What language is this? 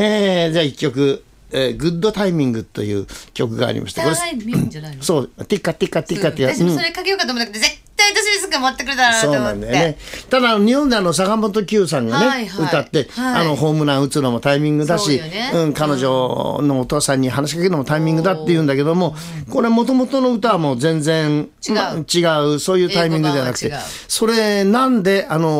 Japanese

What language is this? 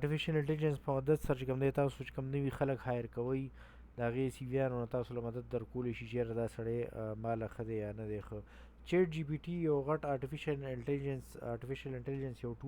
Pashto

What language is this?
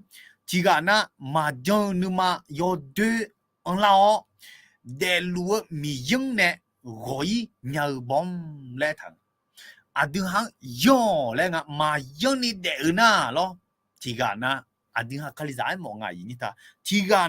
Akha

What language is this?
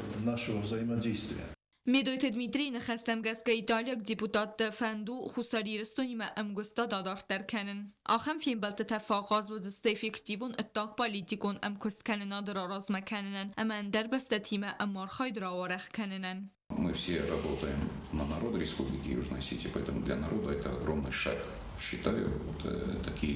Ossetic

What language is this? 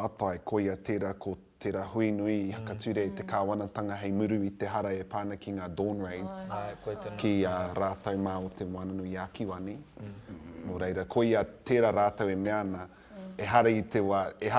Māori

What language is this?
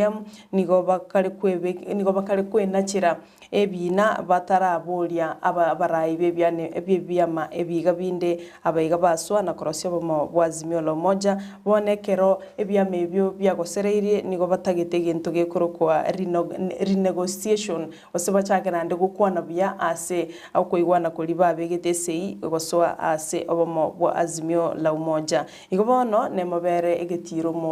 Gusii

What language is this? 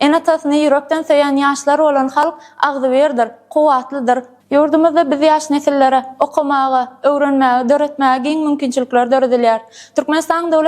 Turkmen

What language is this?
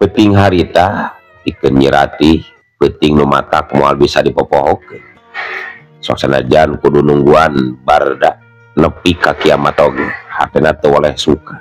Sundanese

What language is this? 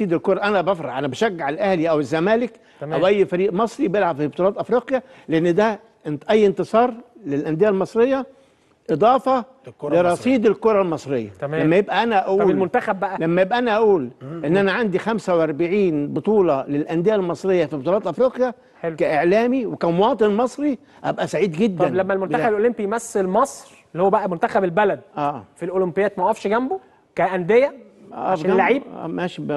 Egyptian Arabic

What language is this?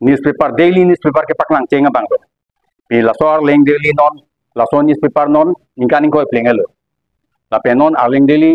Karbi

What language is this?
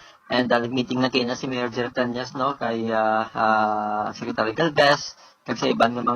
Hiligaynon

